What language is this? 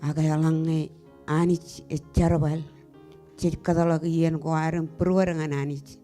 Marshallese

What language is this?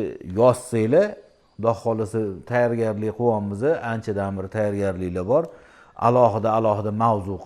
Uzbek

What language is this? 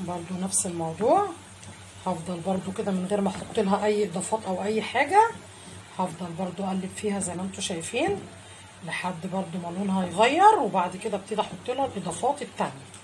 Egyptian Arabic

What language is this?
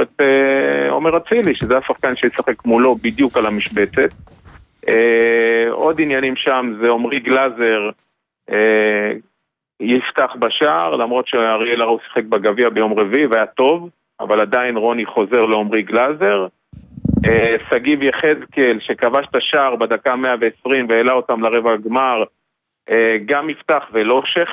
Hebrew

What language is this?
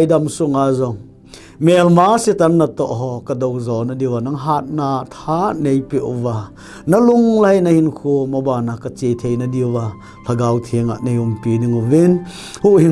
Thado Chin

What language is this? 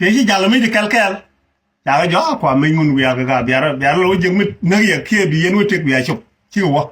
Nuer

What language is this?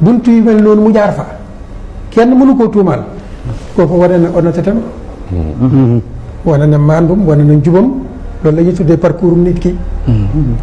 Wolof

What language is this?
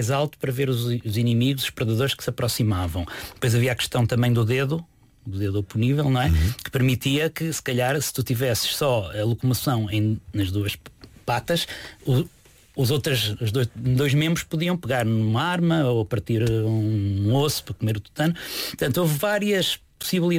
Portuguese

